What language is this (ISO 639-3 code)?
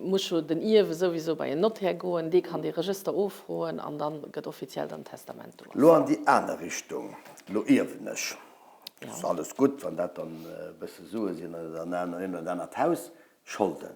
ltz